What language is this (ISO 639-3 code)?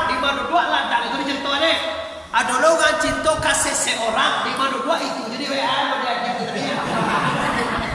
min